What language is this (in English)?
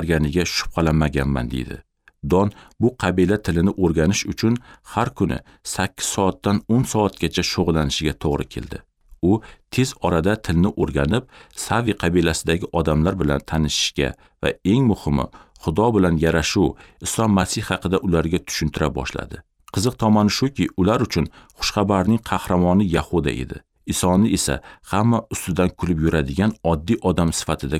Uzbek